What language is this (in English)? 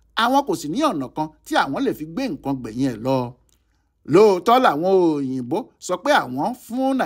Yoruba